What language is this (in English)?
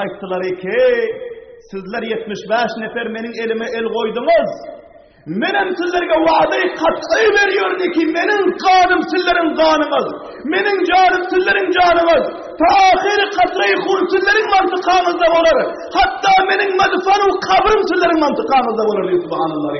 Turkmen